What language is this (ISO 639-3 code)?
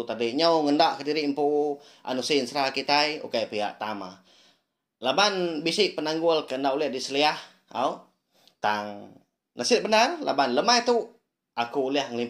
iba